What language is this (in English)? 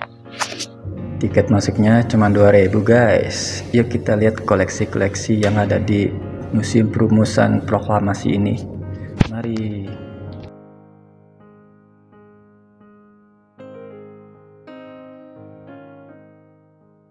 Indonesian